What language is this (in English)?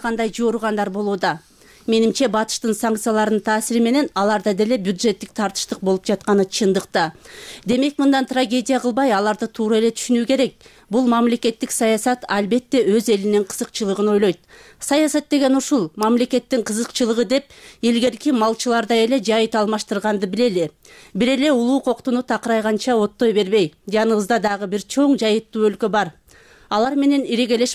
Kyrgyz